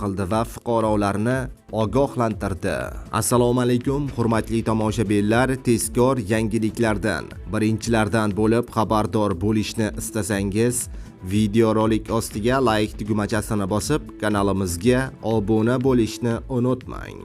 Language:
Uzbek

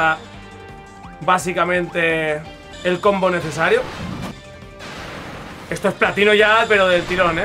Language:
Spanish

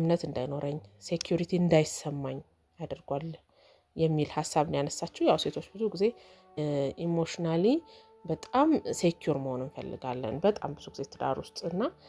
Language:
Amharic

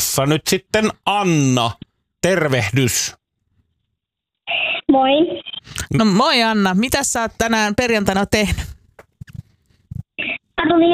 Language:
Finnish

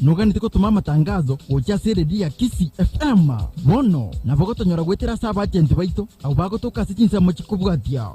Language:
Gusii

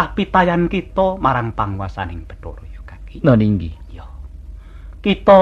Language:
Javanese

